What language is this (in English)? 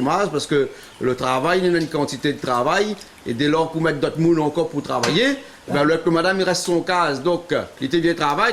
Réunion Creole French